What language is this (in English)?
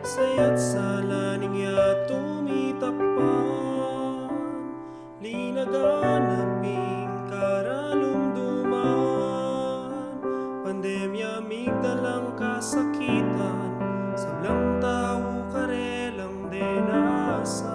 Pampanga